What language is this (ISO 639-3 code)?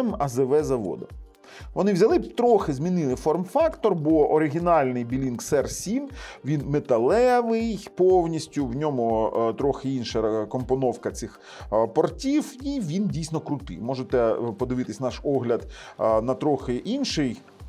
ukr